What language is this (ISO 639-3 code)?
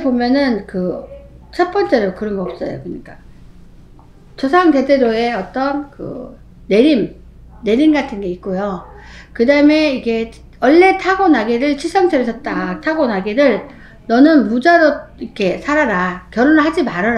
kor